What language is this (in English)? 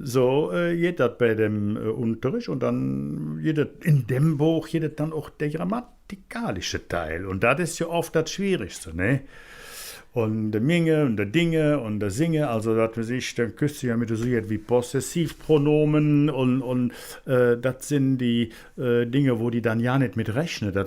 Colognian